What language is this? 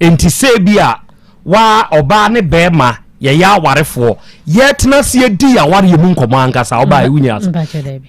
Akan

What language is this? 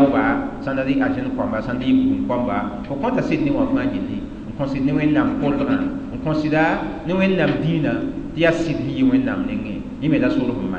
Mossi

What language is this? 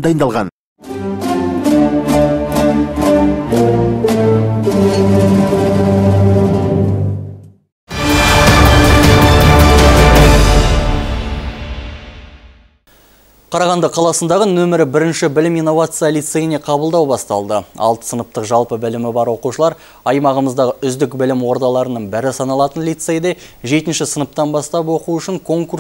Kazakh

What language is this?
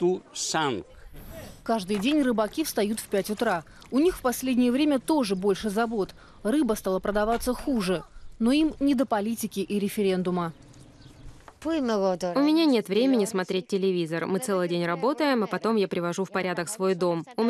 Russian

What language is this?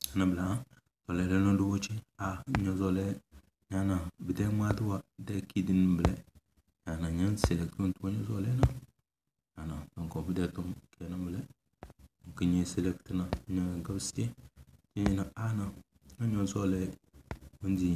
Tem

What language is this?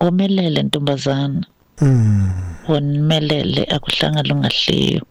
Xhosa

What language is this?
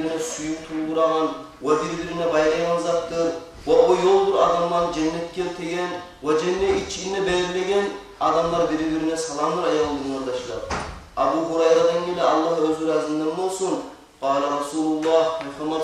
Kumyk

